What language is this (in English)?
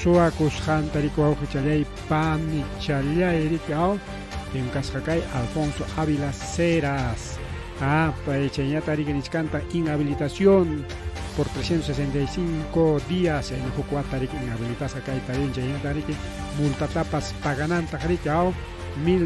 Ayacucho Quechua